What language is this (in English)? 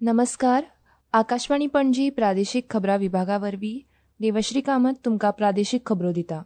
Konkani